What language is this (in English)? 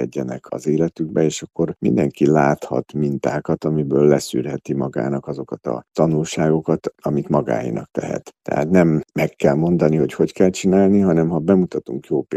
Hungarian